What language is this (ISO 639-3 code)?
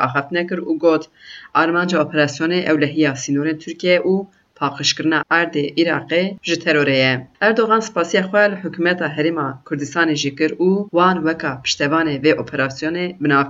kur